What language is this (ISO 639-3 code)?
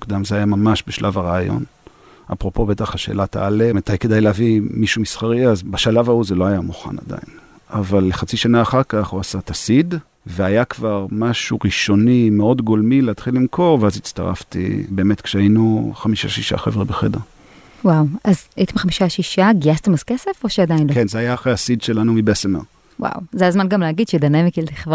heb